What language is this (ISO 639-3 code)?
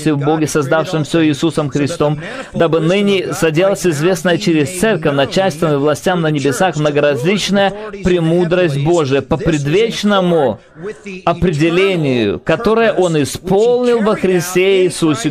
rus